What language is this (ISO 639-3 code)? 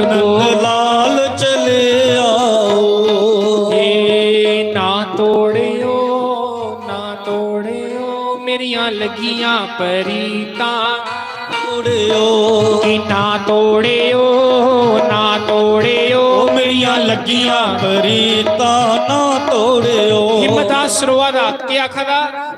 doi